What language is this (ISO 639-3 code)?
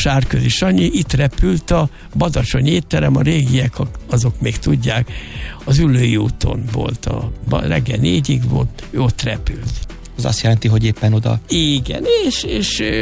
hun